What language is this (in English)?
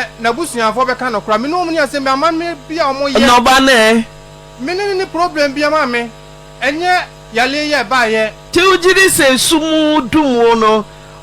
Akan